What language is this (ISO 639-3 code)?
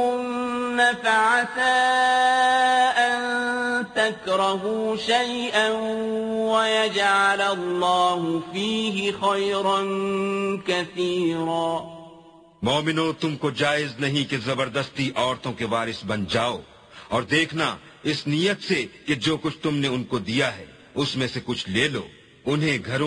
urd